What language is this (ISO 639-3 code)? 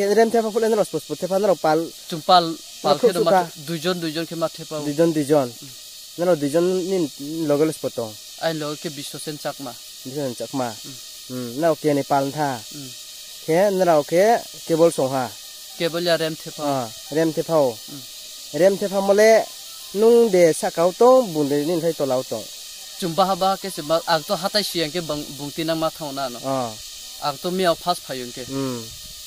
ria